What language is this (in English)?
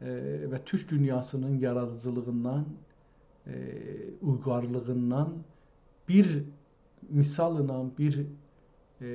South Azerbaijani